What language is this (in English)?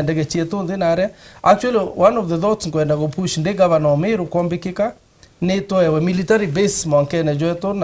Meru